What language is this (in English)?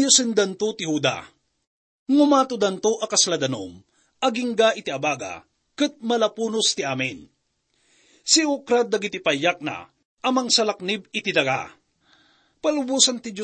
Iloko